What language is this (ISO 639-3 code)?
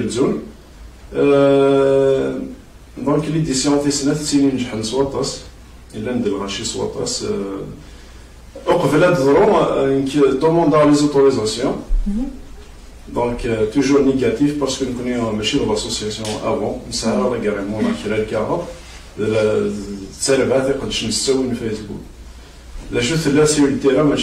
kab